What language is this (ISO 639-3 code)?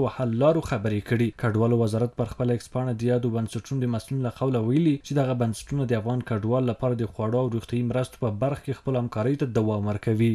pus